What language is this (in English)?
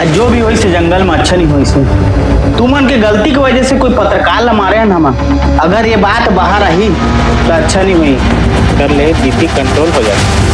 Chhattisgarhi